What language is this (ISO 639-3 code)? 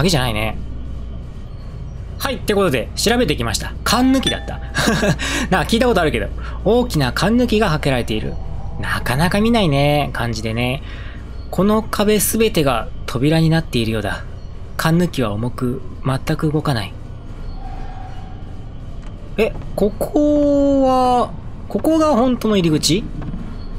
jpn